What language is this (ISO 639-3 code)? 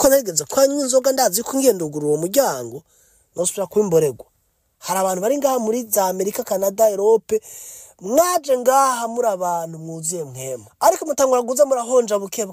run